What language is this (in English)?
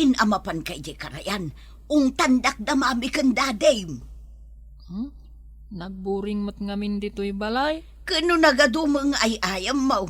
Iloko